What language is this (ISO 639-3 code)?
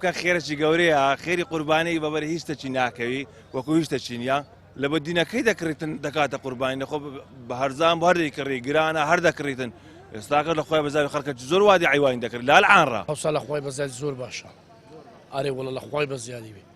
ckb